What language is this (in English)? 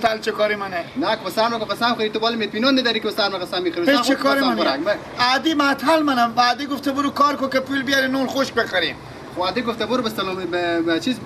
Persian